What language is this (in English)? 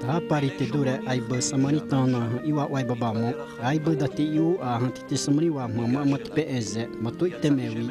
Xavánte